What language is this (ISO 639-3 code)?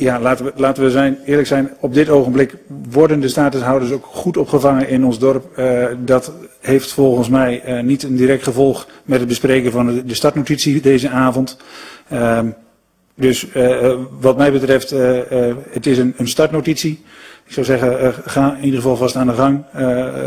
nld